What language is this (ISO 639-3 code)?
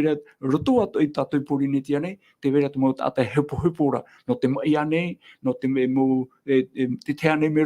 tah